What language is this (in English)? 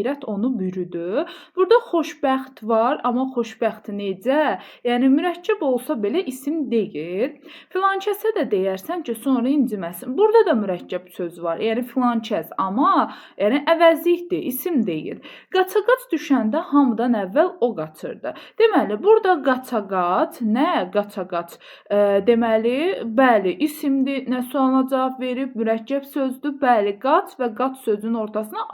Azerbaijani